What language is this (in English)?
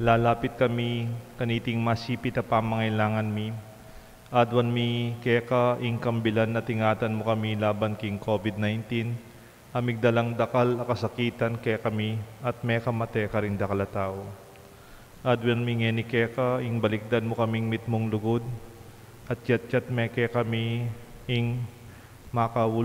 Pampanga